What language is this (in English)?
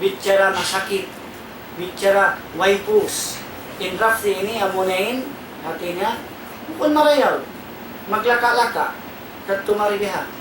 Tausug